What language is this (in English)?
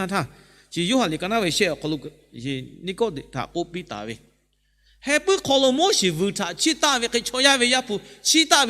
Lahu